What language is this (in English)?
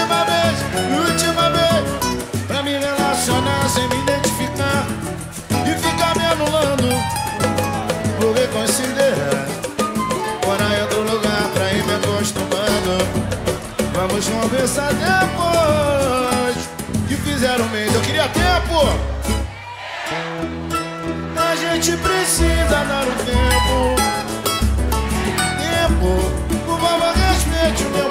Portuguese